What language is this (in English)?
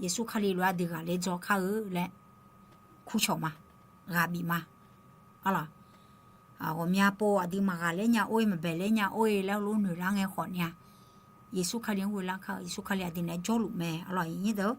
Akha